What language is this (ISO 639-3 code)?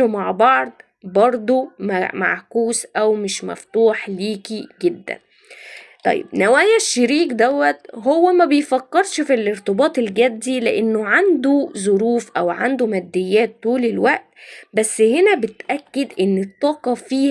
arz